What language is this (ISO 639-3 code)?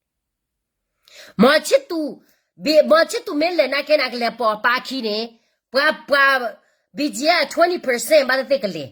ksw